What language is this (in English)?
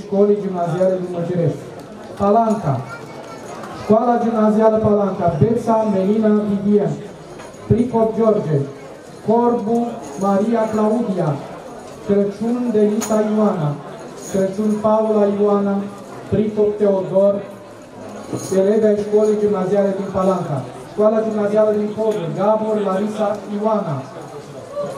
Romanian